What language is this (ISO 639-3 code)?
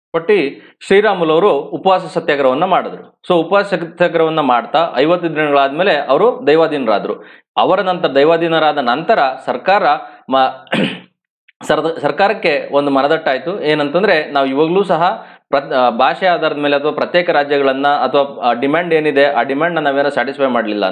kan